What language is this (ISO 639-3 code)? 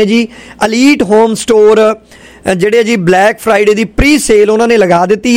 pan